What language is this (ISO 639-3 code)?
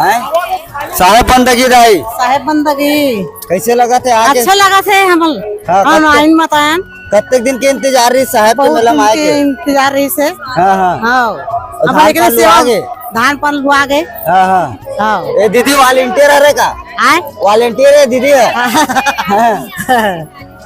hne